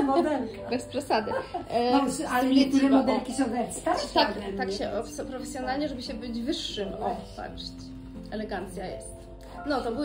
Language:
Polish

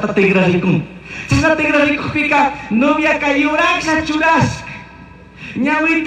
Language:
Chimborazo Highland Quichua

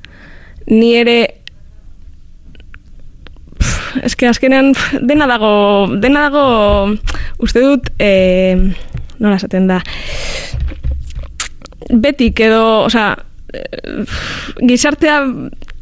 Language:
Basque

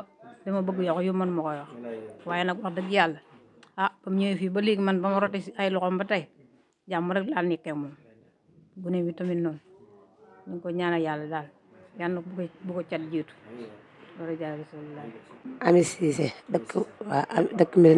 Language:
Wolof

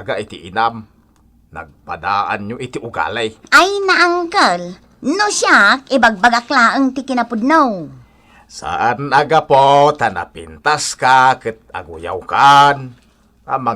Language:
Iloko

